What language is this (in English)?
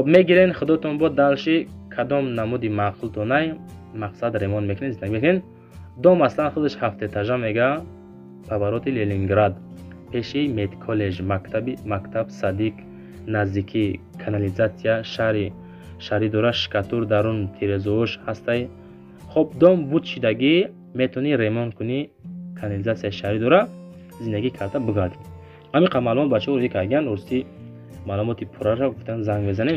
Tajik